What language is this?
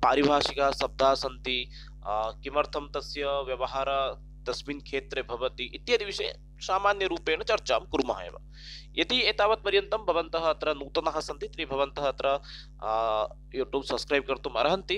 Sanskrit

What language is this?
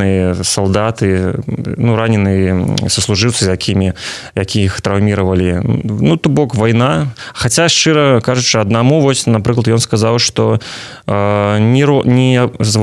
Belarusian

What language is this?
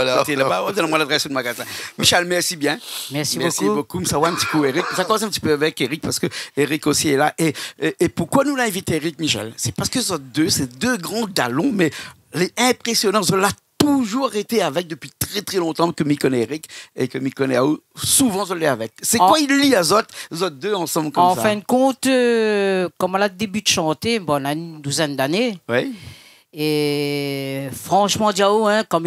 Réunion Creole French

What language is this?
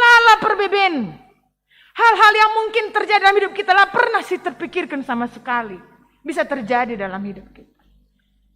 Batak Karo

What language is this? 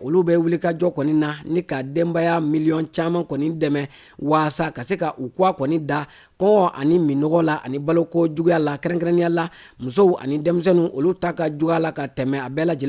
Bambara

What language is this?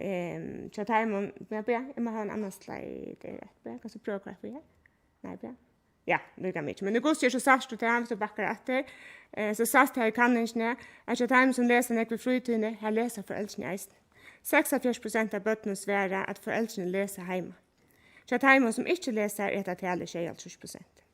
Faroese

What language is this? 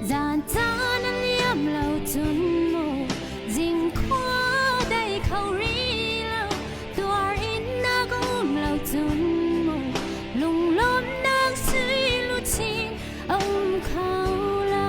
Hakha Chin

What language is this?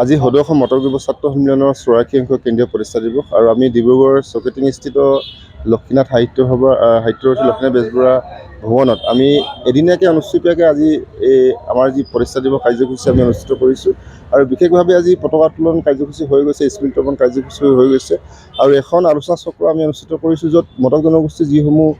Assamese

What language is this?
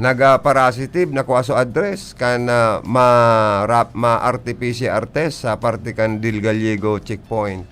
Bikol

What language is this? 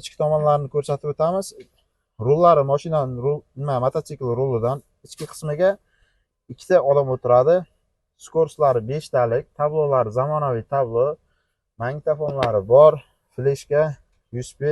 Uzbek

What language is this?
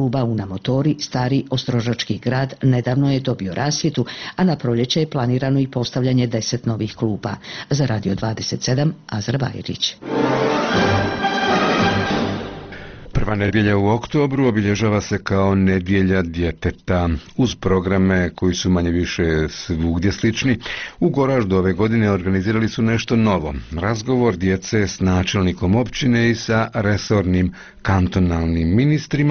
Bosnian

